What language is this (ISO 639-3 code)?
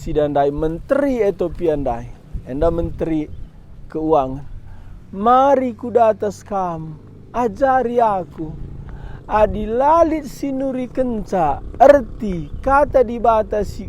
btx